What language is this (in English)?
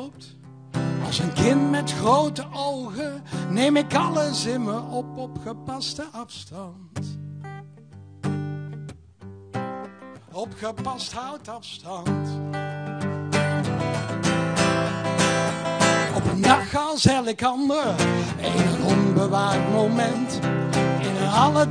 Dutch